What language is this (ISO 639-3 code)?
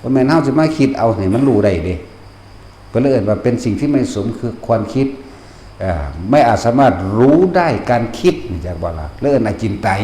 tts